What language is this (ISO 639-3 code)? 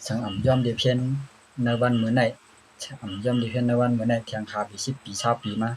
shn